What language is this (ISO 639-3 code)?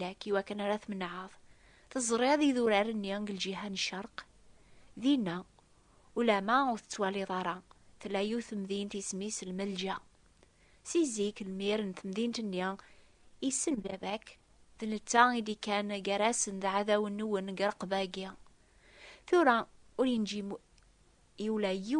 kab